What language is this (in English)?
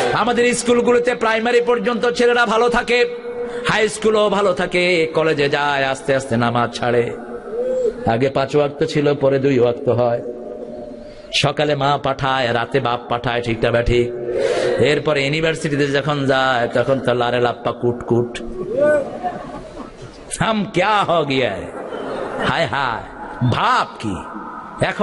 Bangla